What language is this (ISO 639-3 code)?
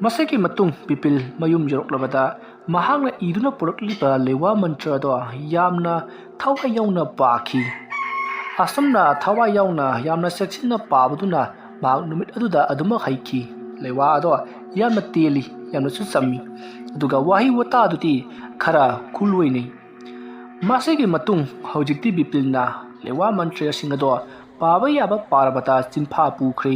mni